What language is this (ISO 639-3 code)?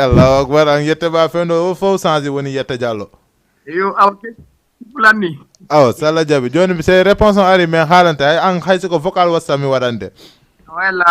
ful